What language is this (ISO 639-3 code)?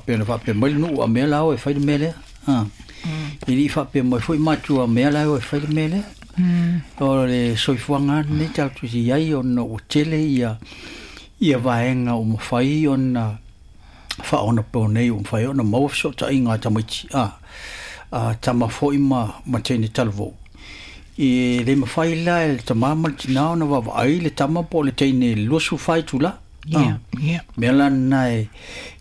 smo